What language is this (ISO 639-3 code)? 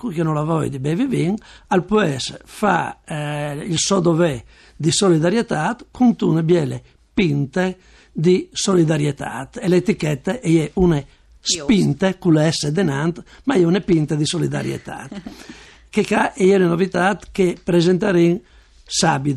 fur